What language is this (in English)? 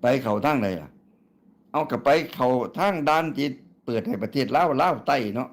Northeastern Thai